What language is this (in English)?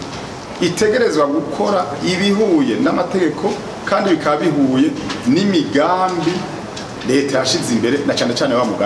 Rundi